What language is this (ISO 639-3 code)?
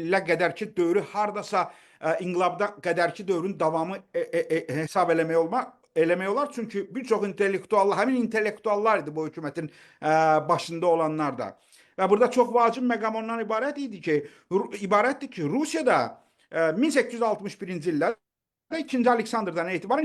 aze